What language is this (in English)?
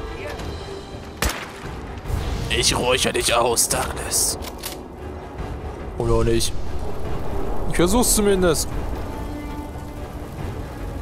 German